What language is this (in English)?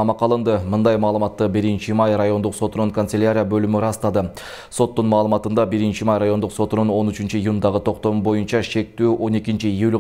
Kyrgyz